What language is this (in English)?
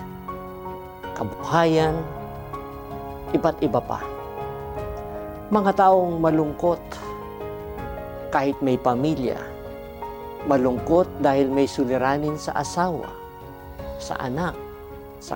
Filipino